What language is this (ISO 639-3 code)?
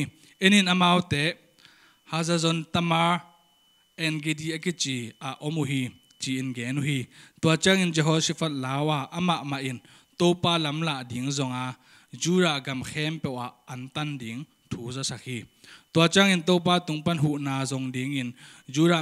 ctd